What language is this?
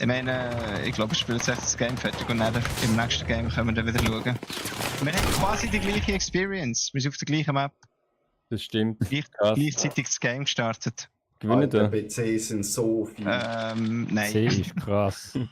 Swiss German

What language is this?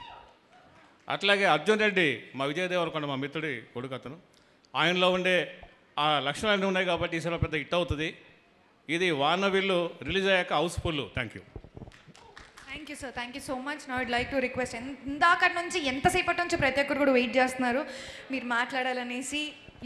Telugu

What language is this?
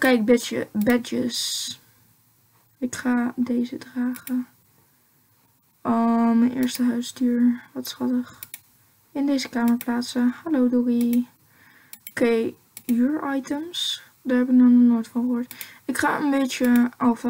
Dutch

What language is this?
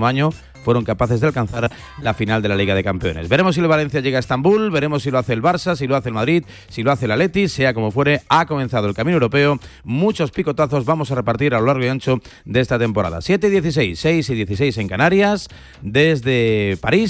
Spanish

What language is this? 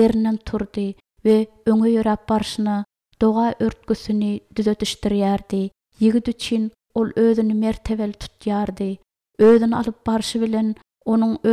Turkmen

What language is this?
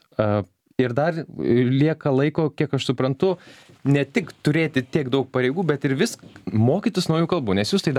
Lithuanian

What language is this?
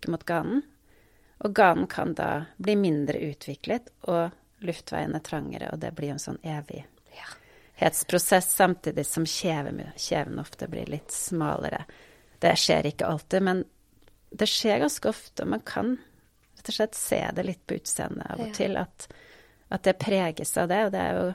Norwegian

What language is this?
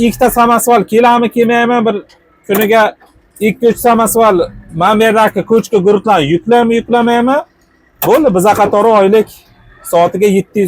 Uzbek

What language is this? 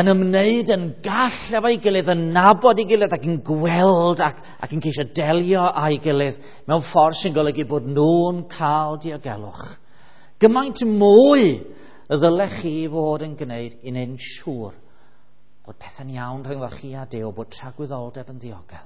Welsh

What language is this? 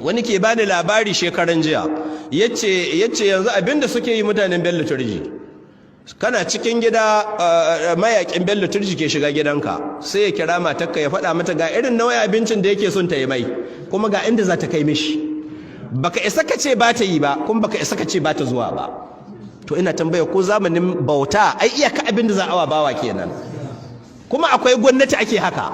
Hausa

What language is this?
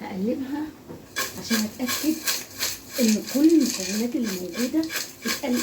Egyptian Arabic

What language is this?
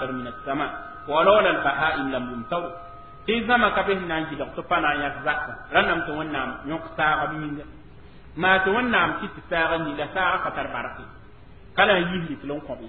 Mossi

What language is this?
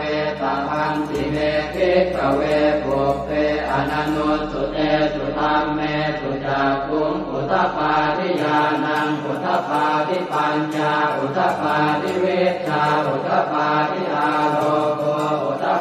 Pali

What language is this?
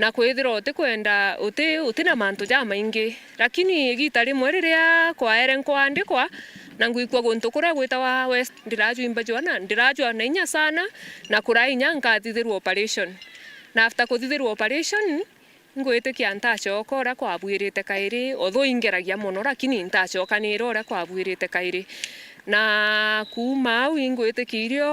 Meru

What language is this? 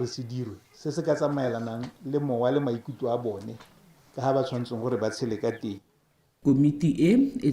Tswana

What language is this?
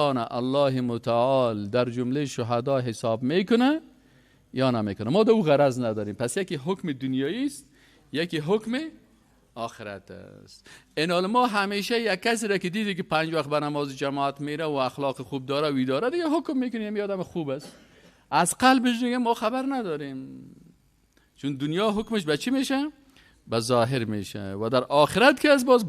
Persian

